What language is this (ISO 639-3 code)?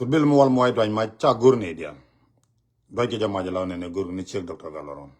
nus